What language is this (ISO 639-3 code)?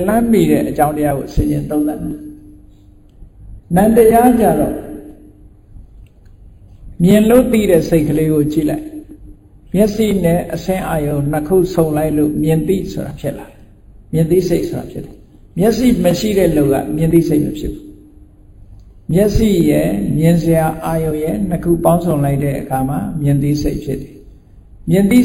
mya